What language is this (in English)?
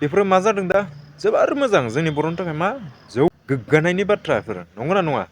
Bodo